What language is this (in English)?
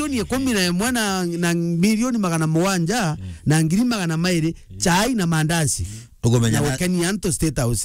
Meru